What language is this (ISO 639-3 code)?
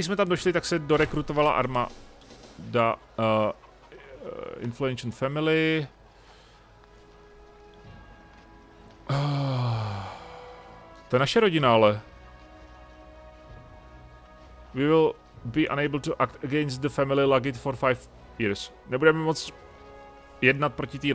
ces